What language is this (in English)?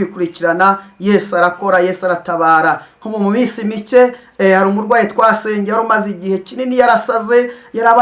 Kinyarwanda